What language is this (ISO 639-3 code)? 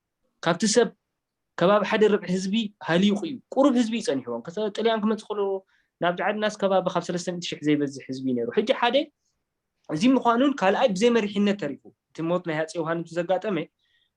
tir